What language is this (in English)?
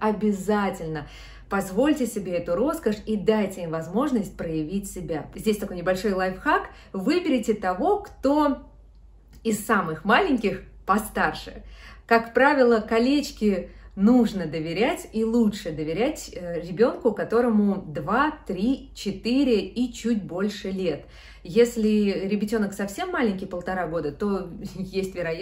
Russian